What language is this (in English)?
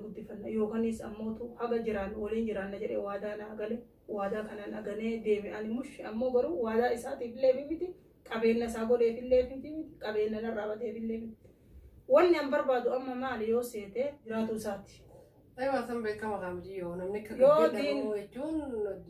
Oromo